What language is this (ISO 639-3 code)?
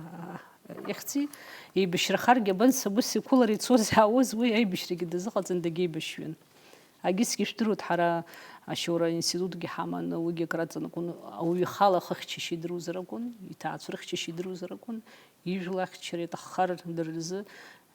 abk